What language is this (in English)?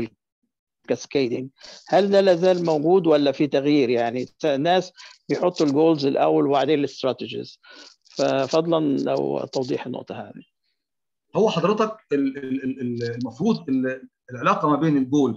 Egyptian Arabic